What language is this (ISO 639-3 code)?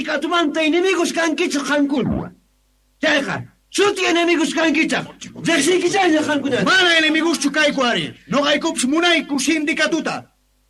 que